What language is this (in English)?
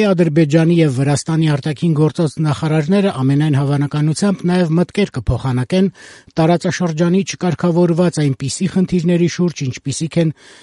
Armenian